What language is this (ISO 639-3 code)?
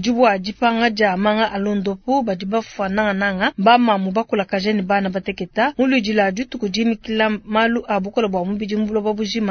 lua